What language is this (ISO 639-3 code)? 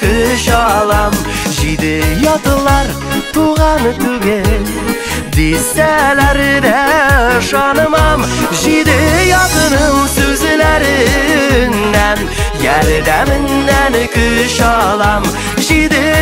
tat